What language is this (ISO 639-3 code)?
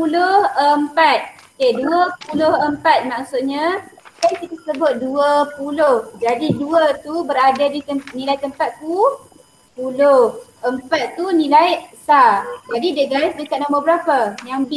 msa